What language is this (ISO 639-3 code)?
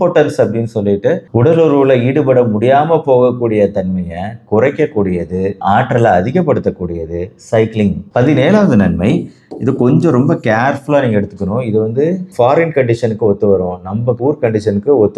tam